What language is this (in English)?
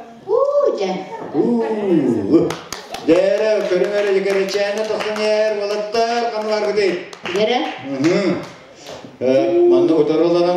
Yakut